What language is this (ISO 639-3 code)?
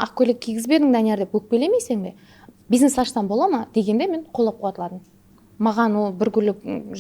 kaa